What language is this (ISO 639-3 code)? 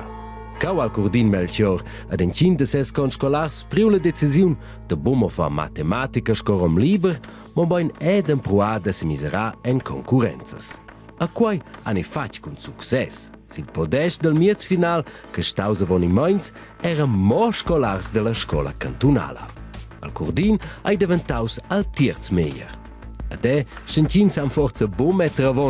roh